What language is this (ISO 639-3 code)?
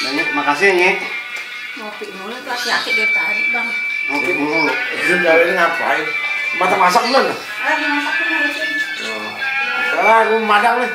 bew